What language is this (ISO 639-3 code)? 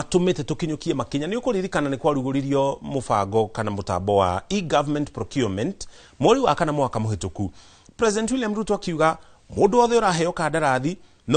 kik